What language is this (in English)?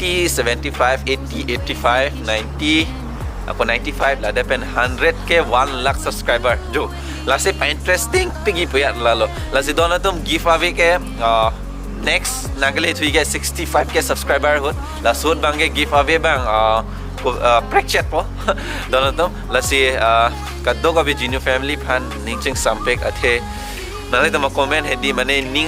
Karbi